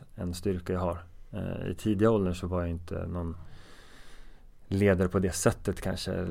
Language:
Swedish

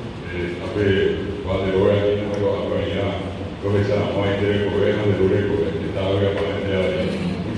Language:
Guarani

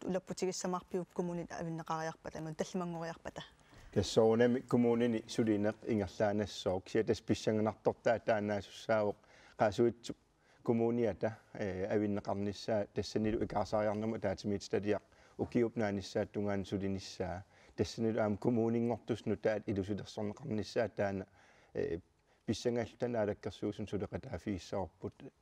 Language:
Kalaallisut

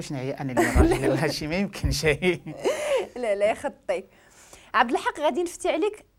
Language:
Moroccan Arabic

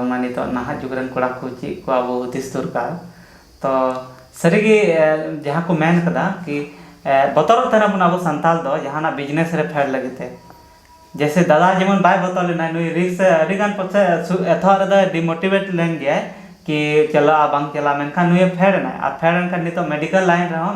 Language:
Santali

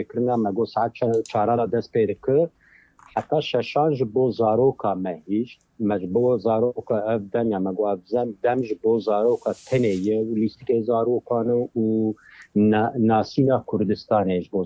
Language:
Kurdish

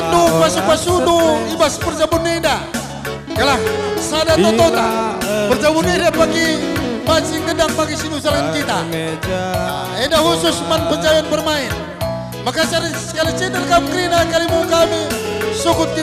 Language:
Batak Karo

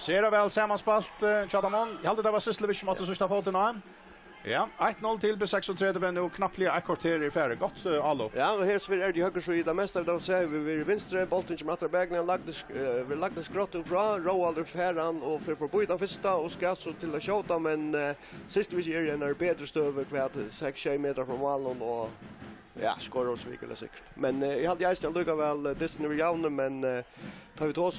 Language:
Faroese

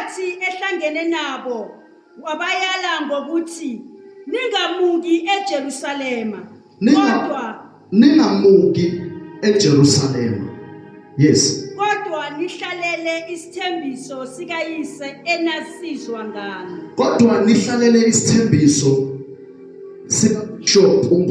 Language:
Zulu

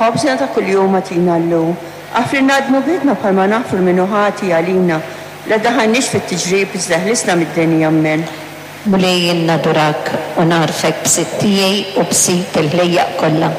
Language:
Maltese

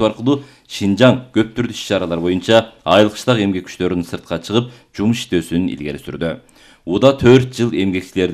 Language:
Kyrgyz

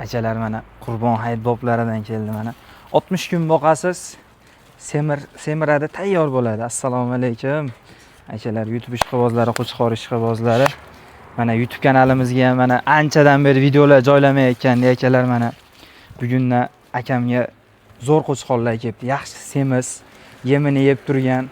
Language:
Uzbek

